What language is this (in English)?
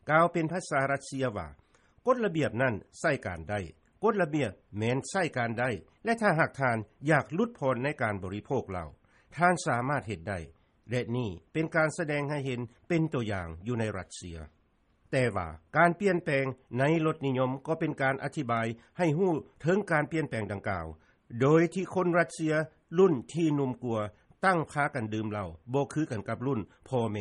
Lao